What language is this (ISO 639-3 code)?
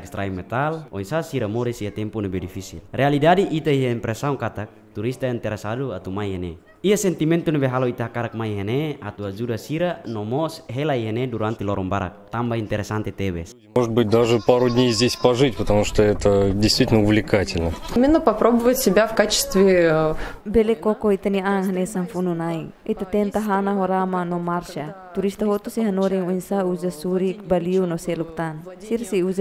tet